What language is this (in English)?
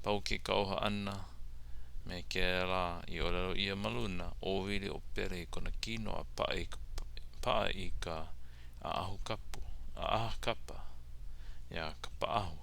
Hawaiian